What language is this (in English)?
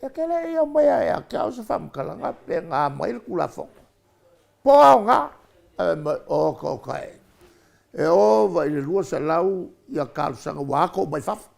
Samoan